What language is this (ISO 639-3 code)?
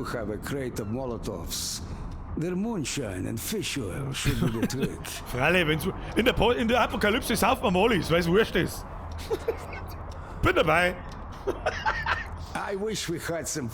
bar